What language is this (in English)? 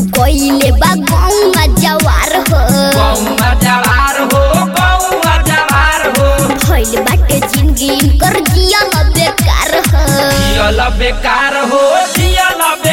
Bhojpuri